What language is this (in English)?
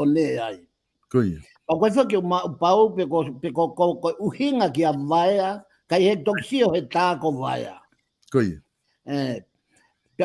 Tongan